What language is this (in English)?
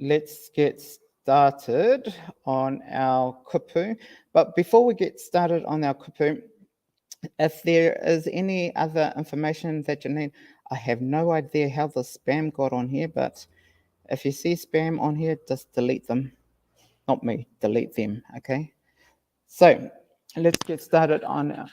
Māori